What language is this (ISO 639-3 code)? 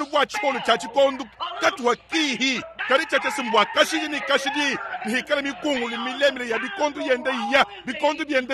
lua